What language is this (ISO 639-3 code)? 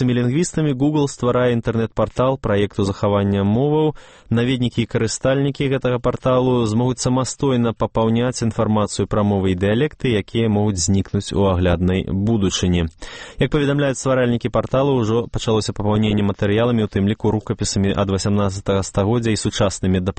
bel